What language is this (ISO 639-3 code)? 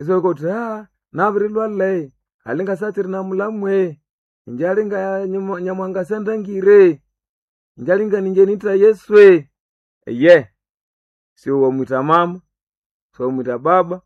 nnb